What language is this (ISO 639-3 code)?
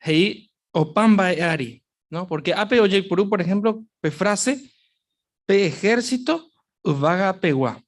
grn